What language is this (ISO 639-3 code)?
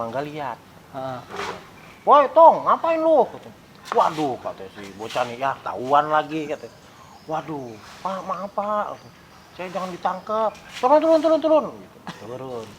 bew